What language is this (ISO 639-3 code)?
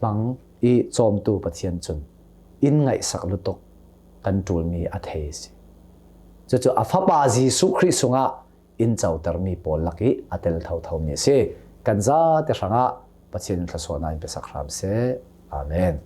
cnh